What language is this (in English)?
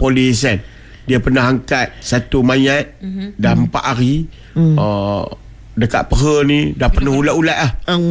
Malay